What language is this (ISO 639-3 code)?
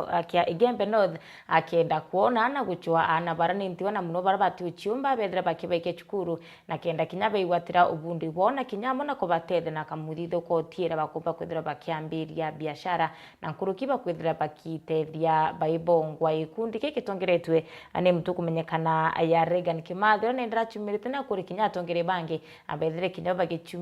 mer